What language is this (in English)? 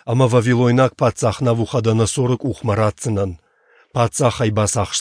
Ossetic